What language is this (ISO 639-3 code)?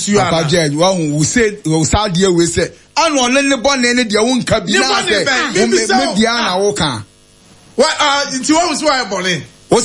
aka